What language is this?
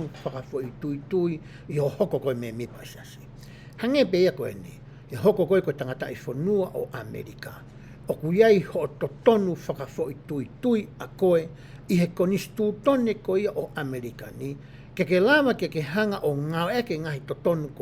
Tongan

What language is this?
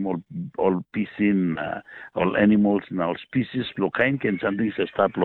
Tok Pisin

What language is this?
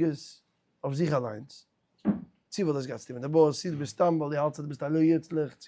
Yiddish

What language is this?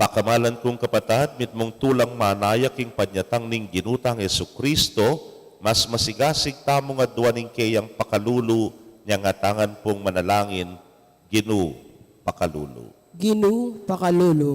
Pampanga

